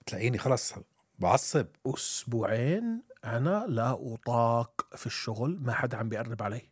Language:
North Levantine Arabic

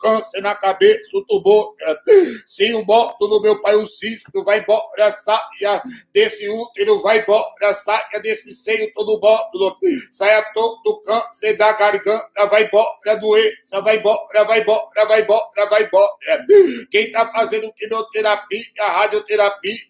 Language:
Portuguese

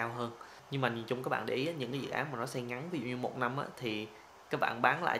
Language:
Vietnamese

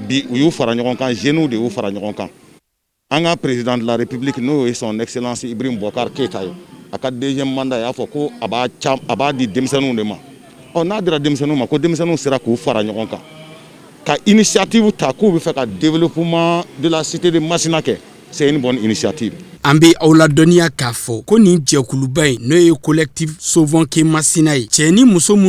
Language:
Bambara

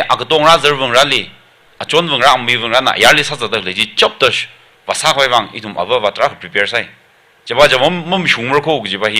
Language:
Tangkhul Naga (India)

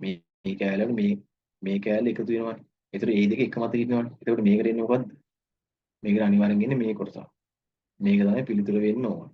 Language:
Sinhala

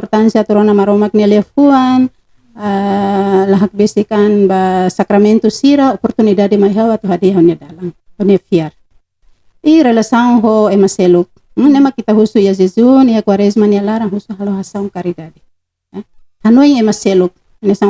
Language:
Tetum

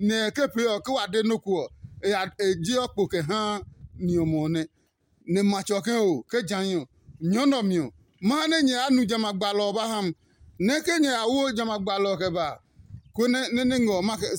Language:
Adangme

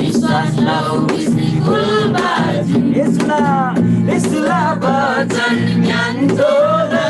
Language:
Eastern Tamang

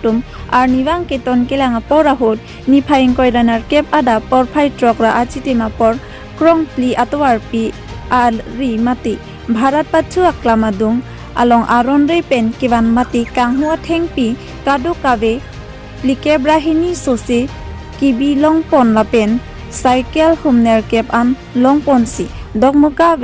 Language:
Karbi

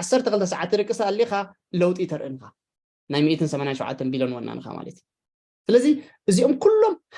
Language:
Tigrinya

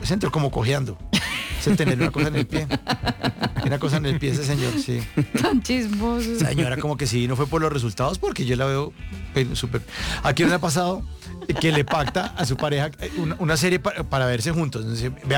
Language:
Spanish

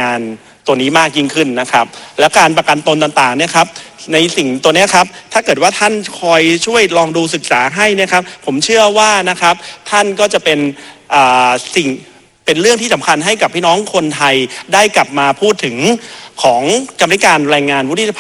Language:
Thai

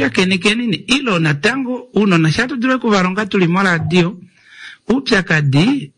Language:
Kuanyama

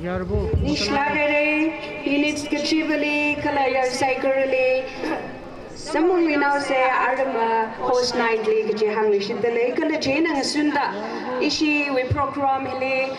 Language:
Tangkhul Naga (India)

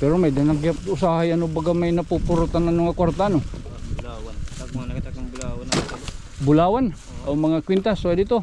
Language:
Waray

